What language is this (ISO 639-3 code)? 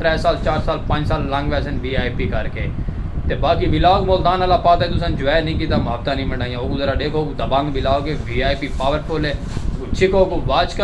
skr